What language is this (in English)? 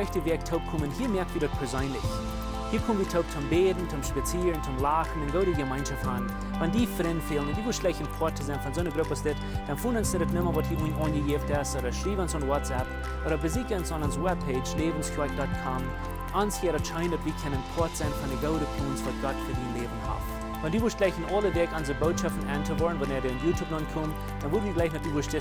Plautdietsch